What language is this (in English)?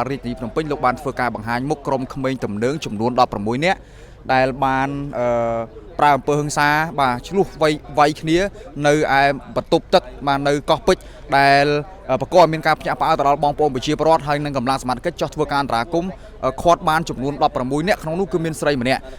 Khmer